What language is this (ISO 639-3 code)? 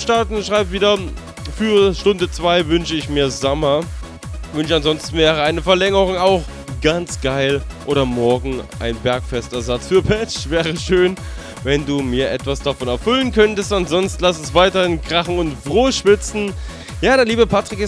deu